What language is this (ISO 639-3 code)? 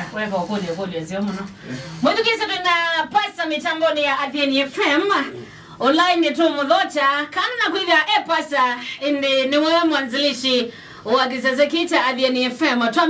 kam